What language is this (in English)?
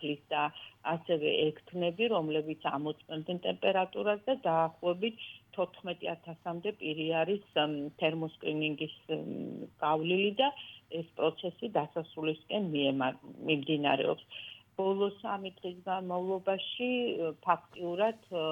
Georgian